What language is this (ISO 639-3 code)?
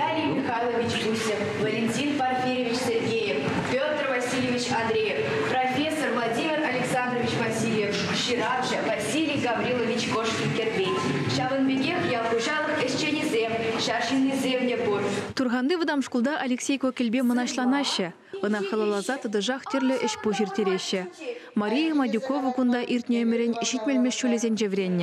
chv